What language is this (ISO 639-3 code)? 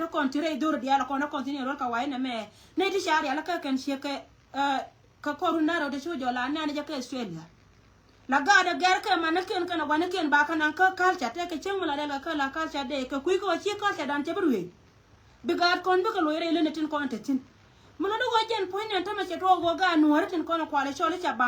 nus